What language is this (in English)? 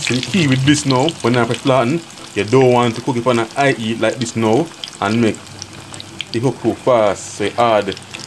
Jamaican Creole English